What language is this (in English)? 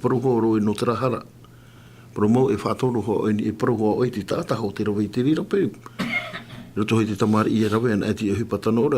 Tahitian